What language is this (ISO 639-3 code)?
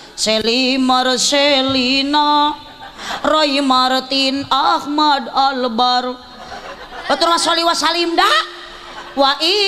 sun